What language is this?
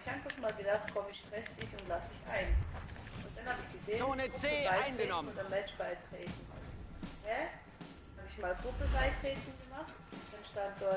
Swiss German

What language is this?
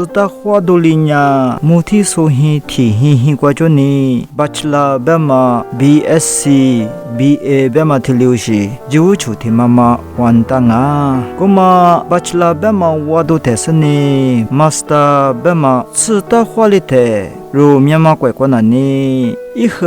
Lisu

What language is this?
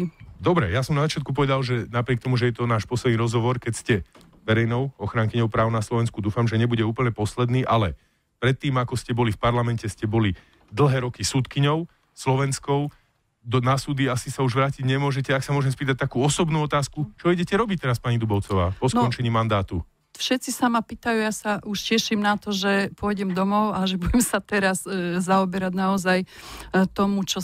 Slovak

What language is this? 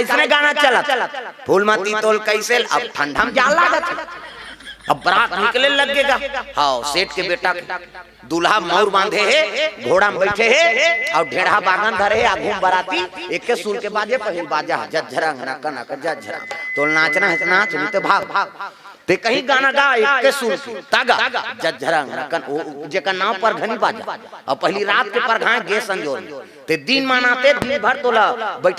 Chhattisgarhi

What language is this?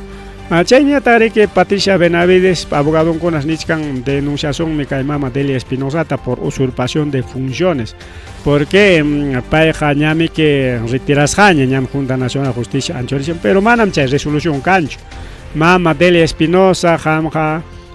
Ayacucho Quechua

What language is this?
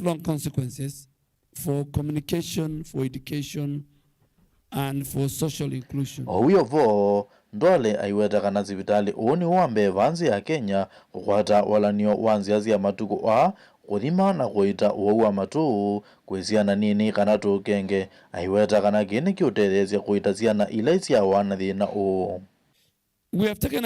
Kamba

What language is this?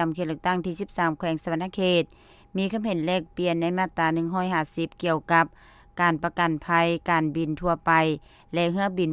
Lao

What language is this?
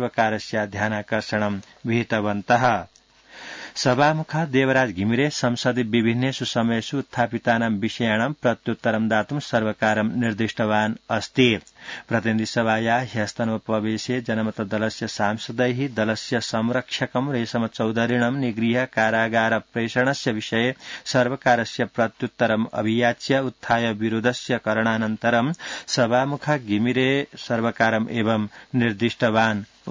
Sanskrit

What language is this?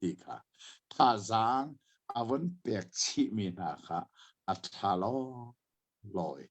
Hakha Chin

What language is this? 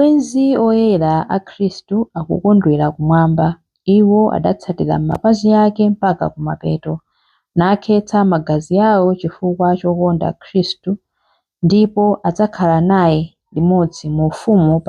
Nyanja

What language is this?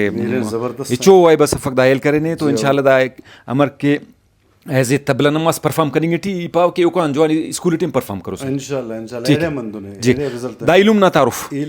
Brahui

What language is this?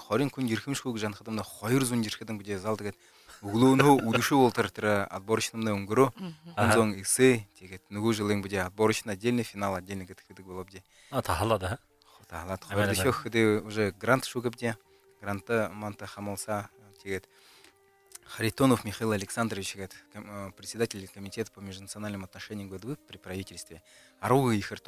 Buriat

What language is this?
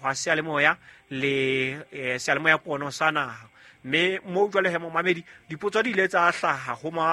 Southern Sotho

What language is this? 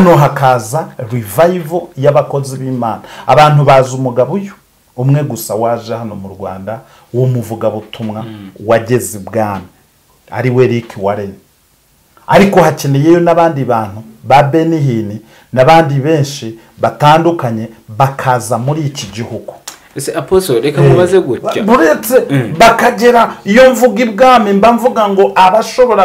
Kinyarwanda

